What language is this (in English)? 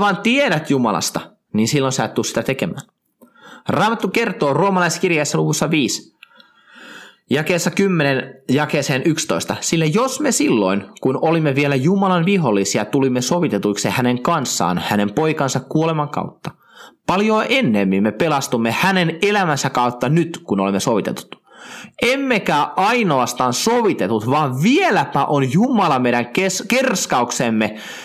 Finnish